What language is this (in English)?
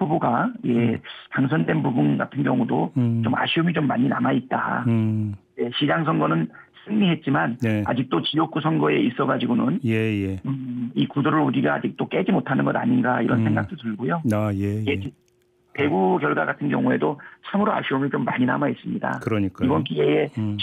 Korean